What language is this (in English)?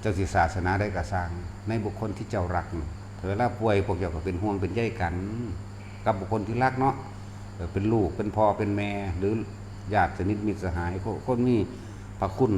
Northeastern Thai